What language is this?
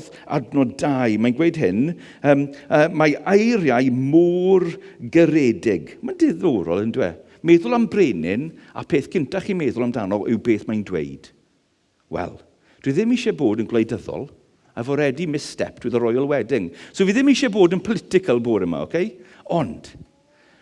Welsh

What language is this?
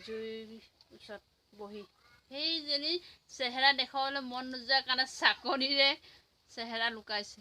Assamese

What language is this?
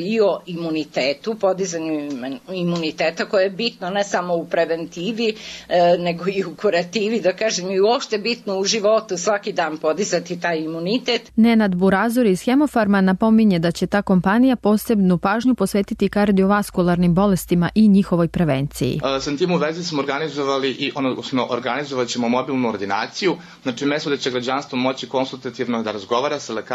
Serbian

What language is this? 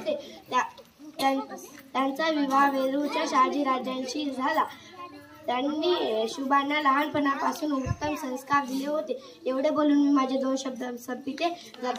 Marathi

